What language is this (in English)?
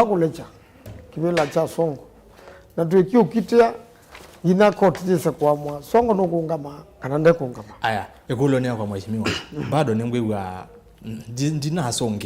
Kamba